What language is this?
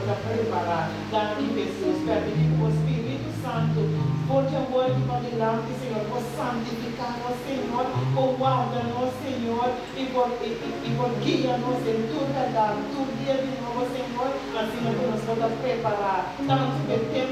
Papiamento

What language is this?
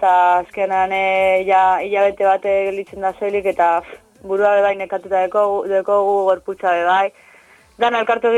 Basque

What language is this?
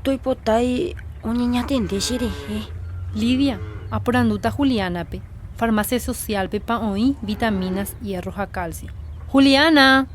Guarani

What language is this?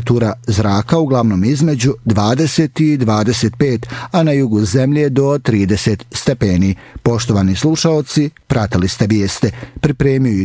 Bosnian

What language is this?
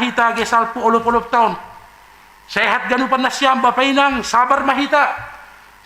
Batak Simalungun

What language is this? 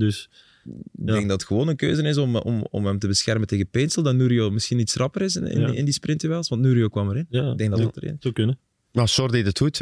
Dutch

